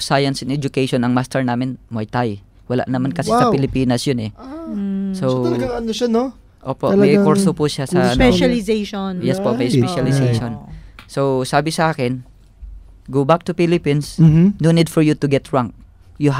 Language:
Filipino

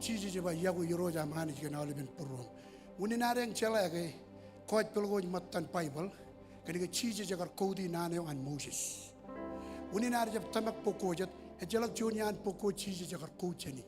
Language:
Marshallese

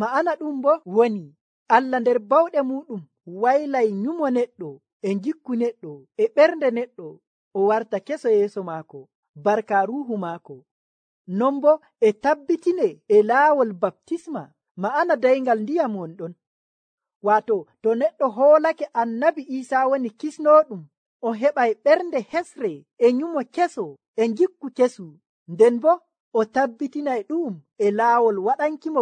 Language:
Nigerian Fulfulde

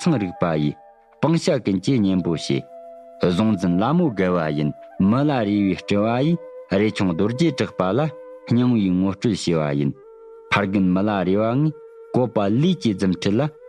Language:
Tibetan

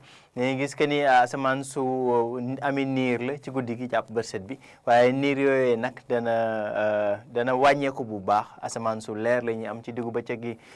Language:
Wolof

